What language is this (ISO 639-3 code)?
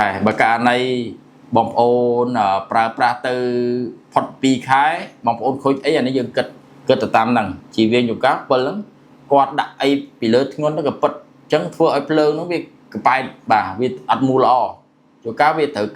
khm